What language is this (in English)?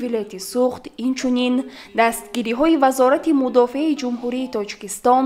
Tajik